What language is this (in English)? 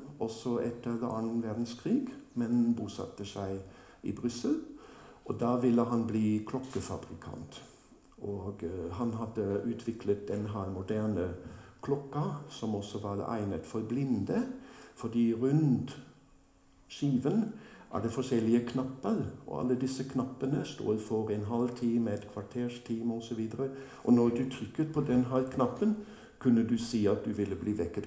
Norwegian